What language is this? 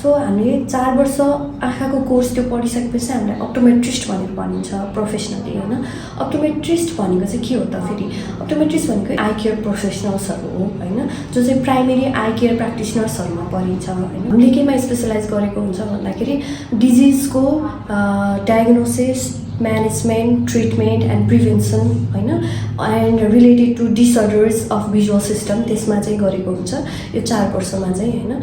Nepali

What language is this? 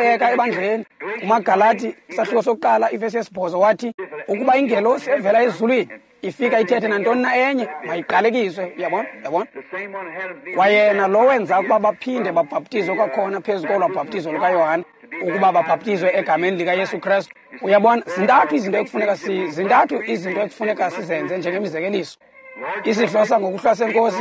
Xhosa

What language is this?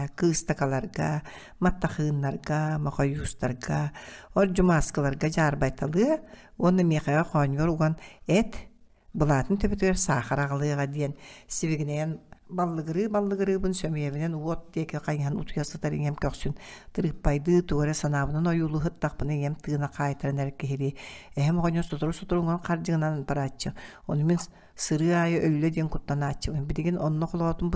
Yakut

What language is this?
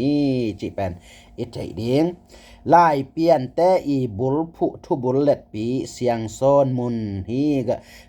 Tedim Chin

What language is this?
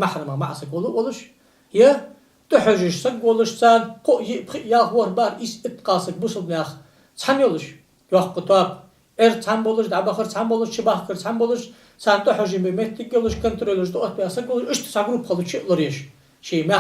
Ingush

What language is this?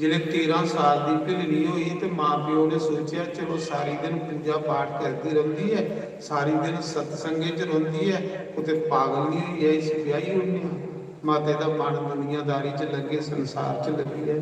Dogri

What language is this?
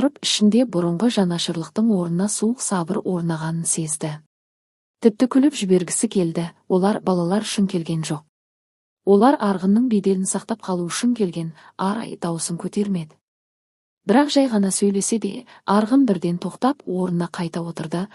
Kazakh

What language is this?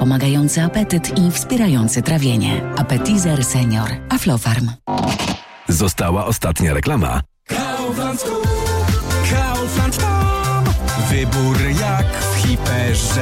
Polish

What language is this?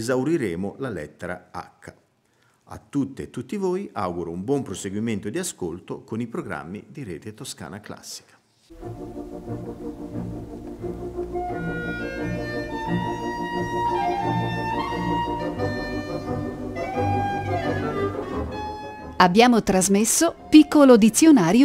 Italian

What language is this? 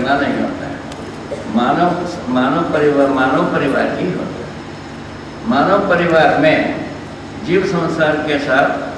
Hindi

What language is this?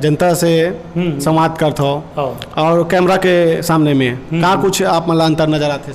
Chhattisgarhi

